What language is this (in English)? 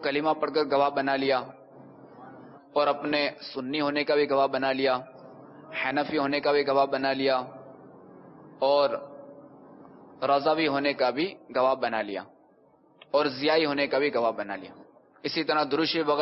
Urdu